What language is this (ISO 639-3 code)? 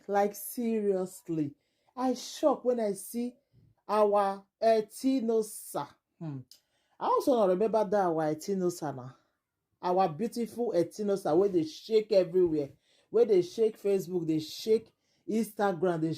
pcm